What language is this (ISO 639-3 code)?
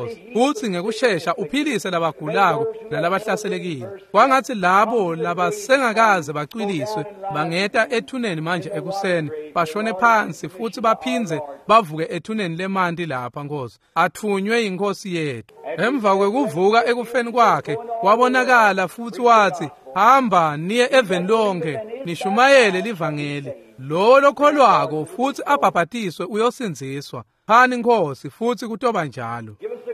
ssw